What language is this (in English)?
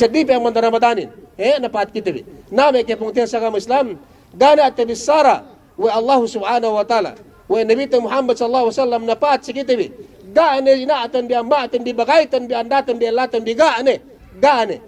Yakan